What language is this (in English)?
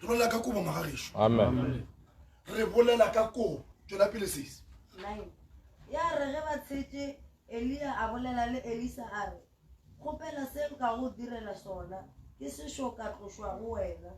Northern Sotho